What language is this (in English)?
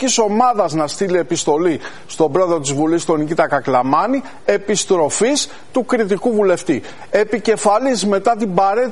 Greek